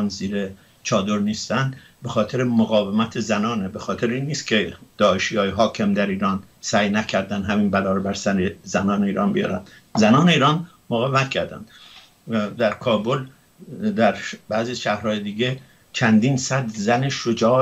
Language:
Persian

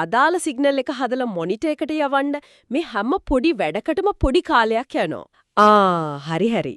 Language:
Sinhala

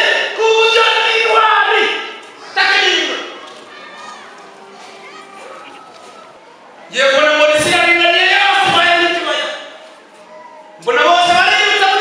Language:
Kinyarwanda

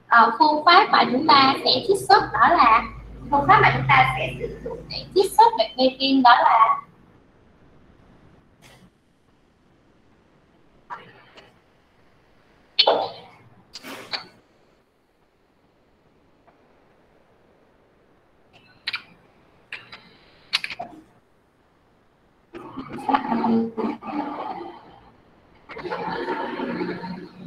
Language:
Vietnamese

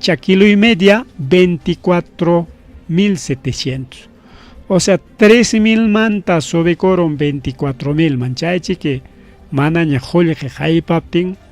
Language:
Ayacucho Quechua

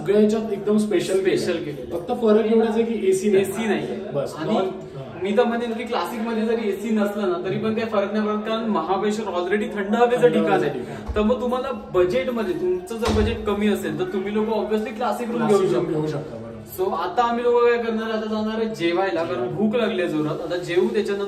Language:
Marathi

